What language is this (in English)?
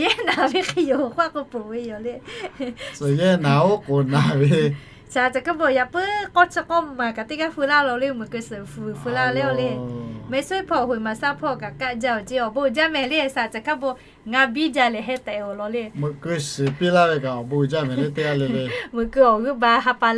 Lahu